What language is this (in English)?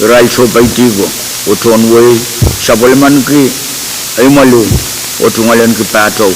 Pohnpeian